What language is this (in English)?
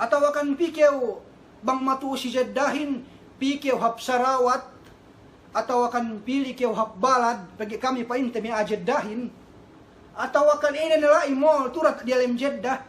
Yakan